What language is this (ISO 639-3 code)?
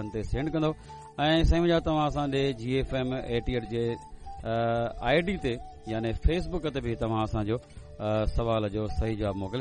snd